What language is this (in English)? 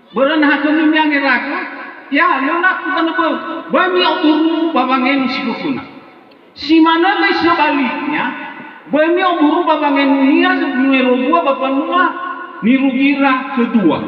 Nias